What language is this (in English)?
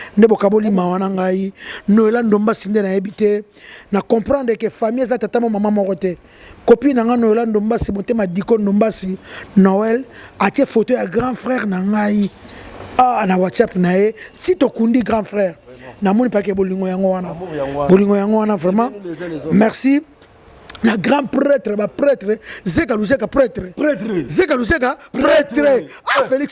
Lingala